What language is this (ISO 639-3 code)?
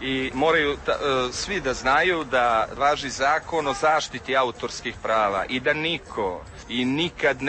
srp